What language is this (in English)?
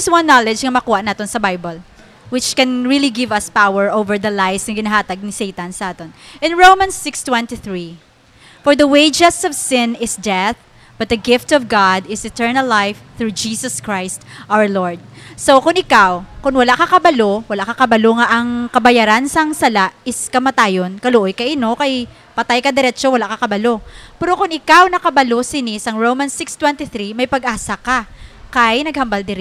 Hiligaynon